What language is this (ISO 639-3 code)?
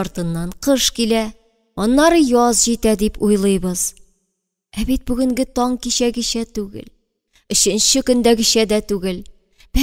tat